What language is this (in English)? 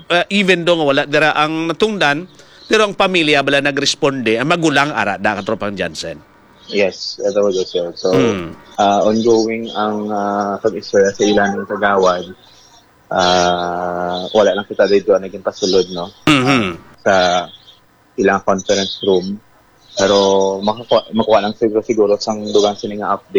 Hiligaynon